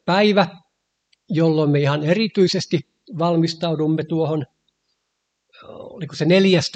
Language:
Finnish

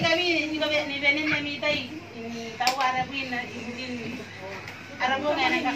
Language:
Gilbertese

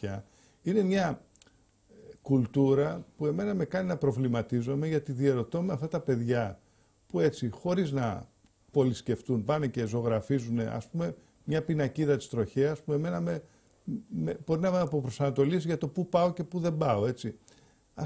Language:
Greek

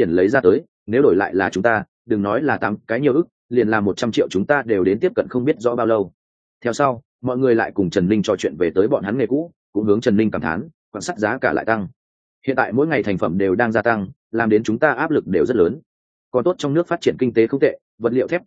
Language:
Vietnamese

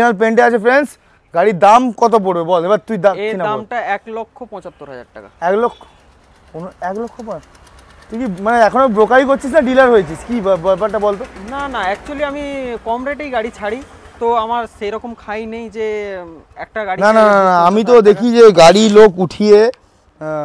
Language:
Bangla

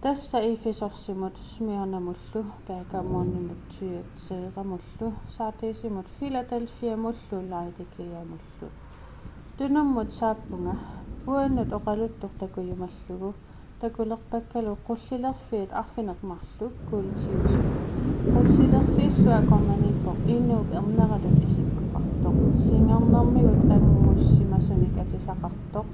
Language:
Kalaallisut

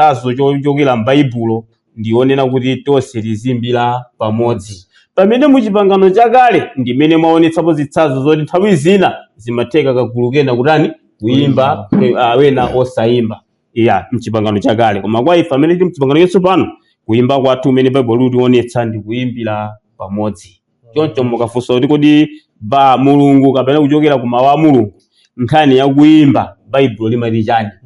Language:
Nyanja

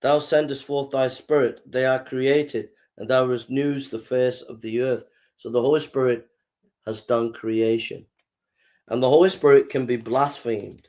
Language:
English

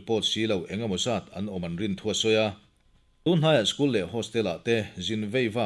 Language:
Mizo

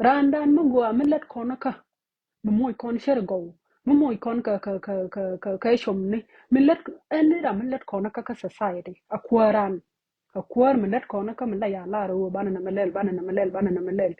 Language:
Nuer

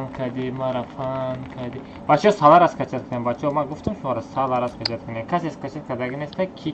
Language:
Tajik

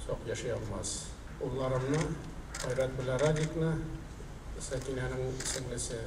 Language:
Tatar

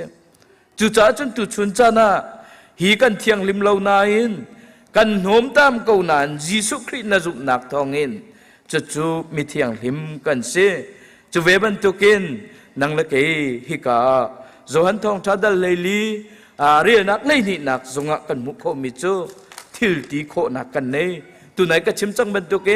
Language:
Hakha Chin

